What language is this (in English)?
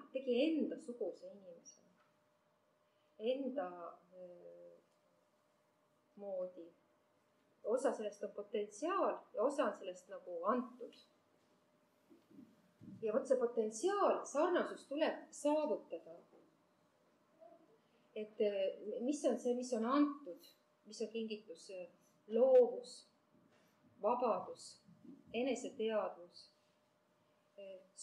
Estonian